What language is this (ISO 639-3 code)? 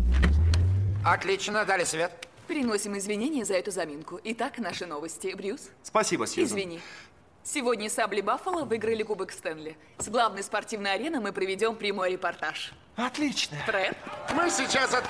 rus